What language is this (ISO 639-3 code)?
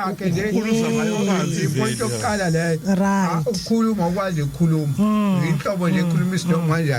zul